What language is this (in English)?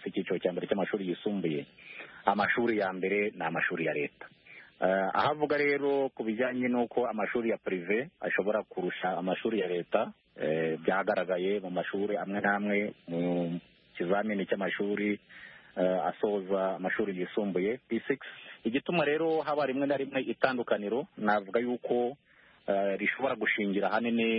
Kinyarwanda